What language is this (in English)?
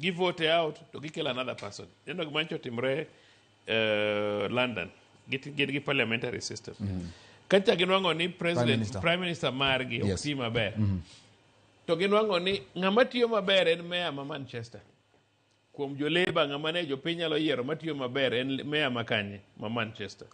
Luo (Kenya and Tanzania)